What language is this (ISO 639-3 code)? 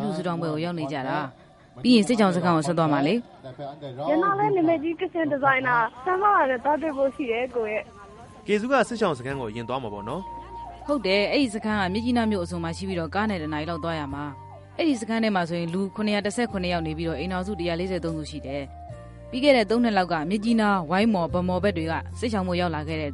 mya